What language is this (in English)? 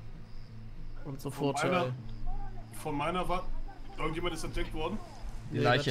German